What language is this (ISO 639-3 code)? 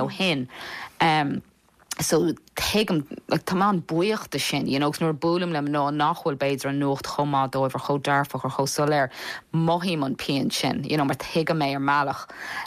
gle